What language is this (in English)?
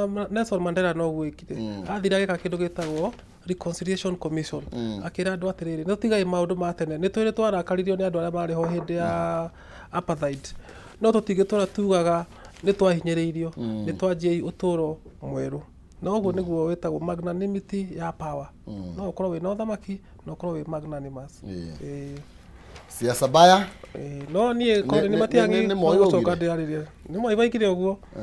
Kikuyu